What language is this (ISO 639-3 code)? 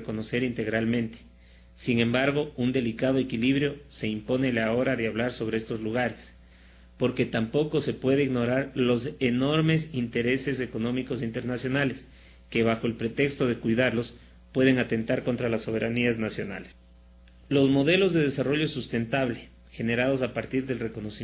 spa